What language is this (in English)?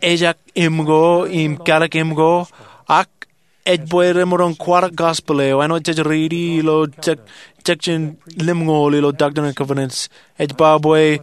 Marshallese